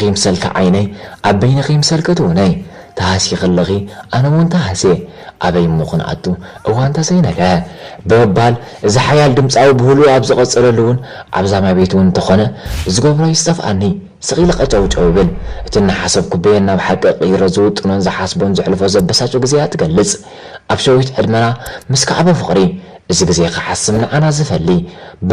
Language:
Tigrinya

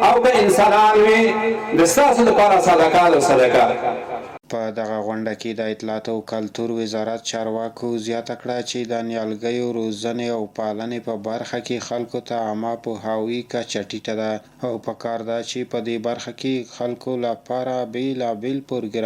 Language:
Pashto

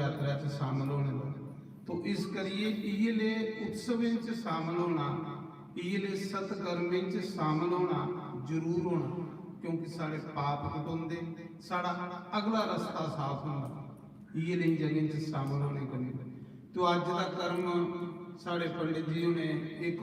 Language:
Dogri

